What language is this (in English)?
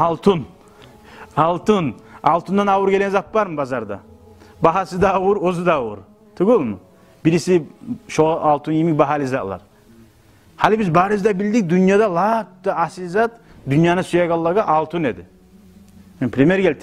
Kumyk